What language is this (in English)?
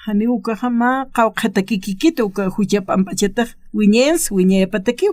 Aymara